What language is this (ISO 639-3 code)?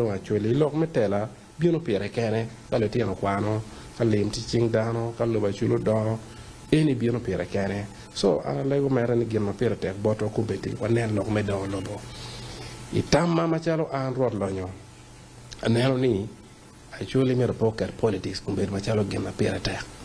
ach